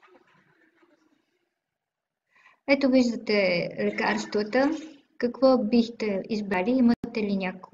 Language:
Bulgarian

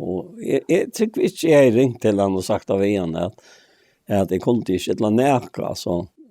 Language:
Faroese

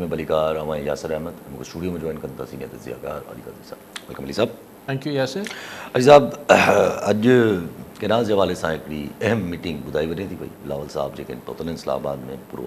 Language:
Sindhi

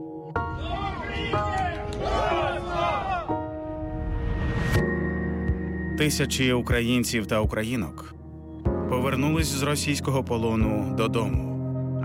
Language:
Ukrainian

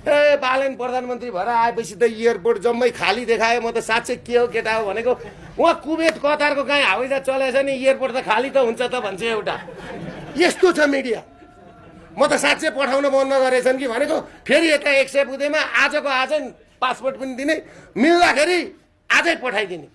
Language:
Nepali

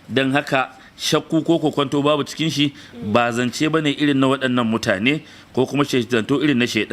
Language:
Hausa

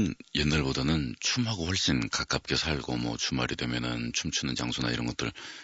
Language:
Korean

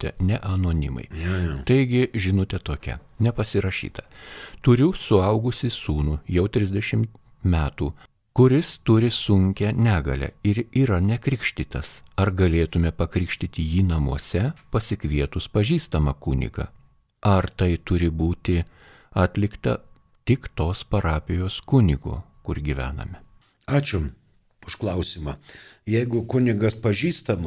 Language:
Lithuanian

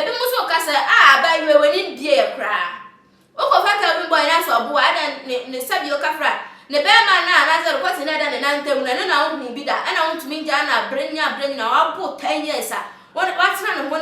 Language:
Akan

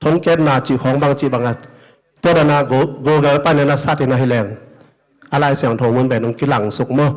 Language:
Tedim Chin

